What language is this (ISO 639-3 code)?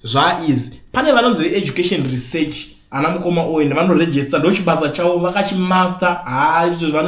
sna